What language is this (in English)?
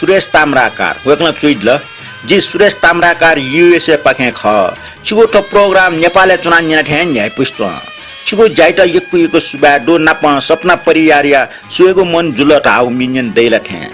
Newari